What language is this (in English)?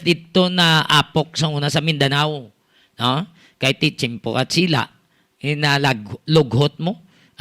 Hiligaynon